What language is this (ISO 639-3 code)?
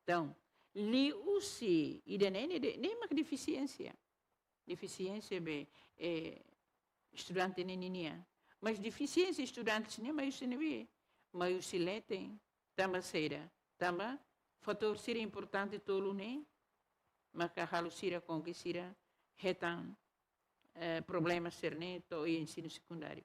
tet